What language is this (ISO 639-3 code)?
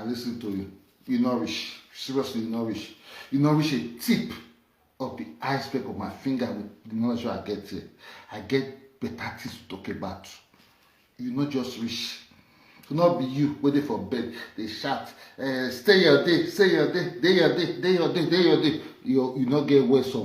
pcm